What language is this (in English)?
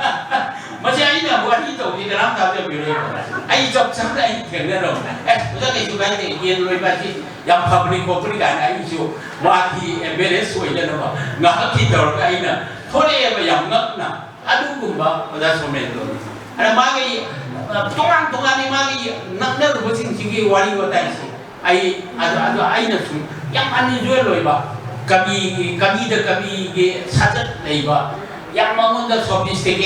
Manipuri